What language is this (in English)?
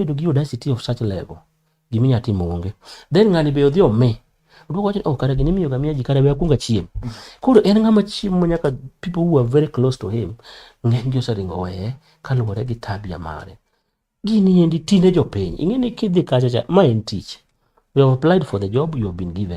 Luo (Kenya and Tanzania)